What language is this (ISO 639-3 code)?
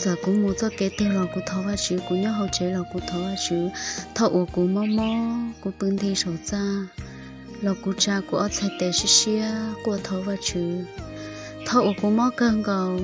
hmn